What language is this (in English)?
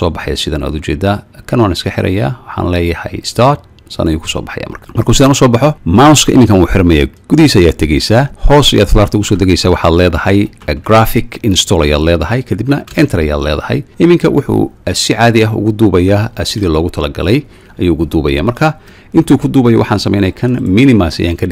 Somali